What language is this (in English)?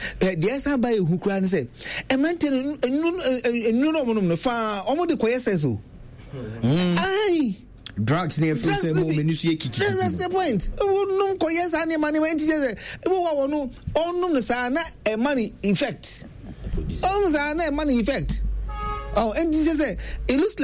Akan